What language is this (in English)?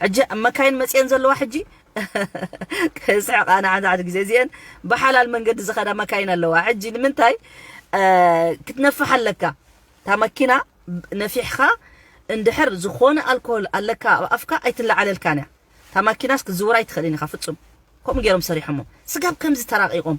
Tigrinya